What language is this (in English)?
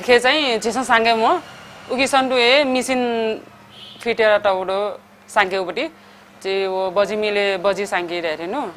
Newari